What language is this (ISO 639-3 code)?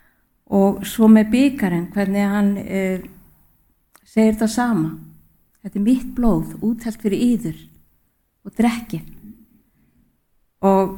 isl